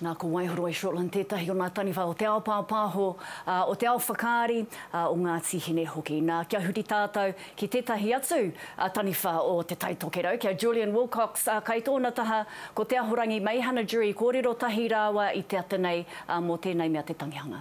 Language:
Māori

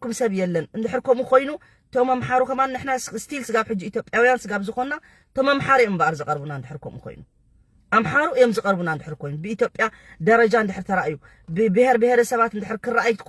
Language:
Tigrinya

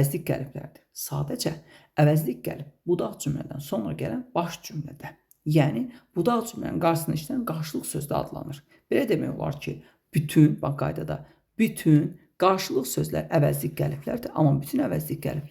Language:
Azerbaijani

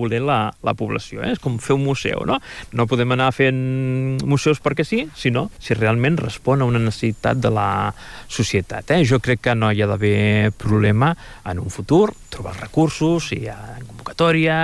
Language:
Catalan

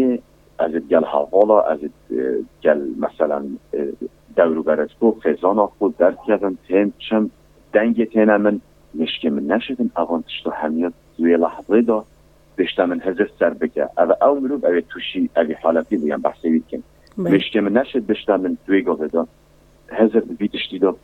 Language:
Kurdish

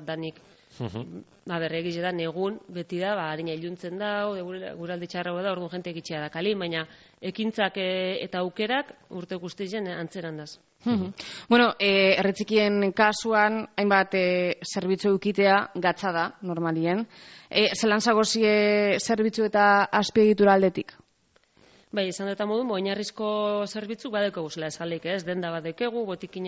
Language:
Basque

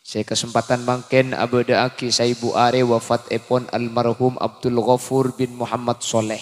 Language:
Madurese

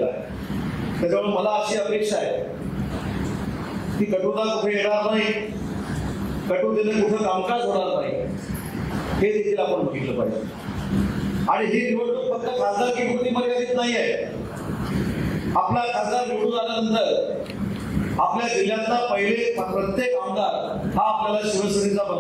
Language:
Marathi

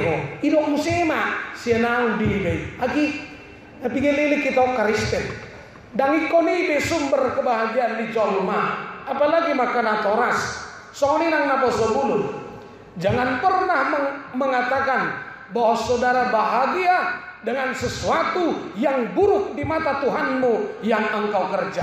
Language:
Batak Toba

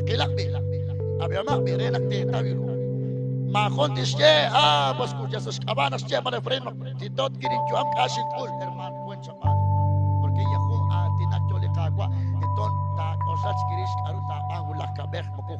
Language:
Kekchí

